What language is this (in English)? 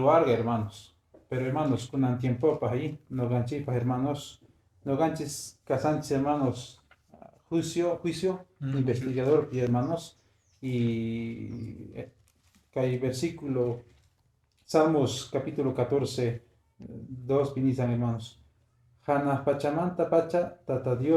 Quechua